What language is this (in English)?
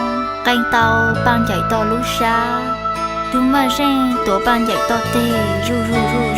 Hmong